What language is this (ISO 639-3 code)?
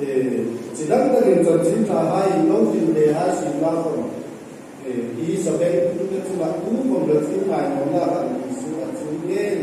hmr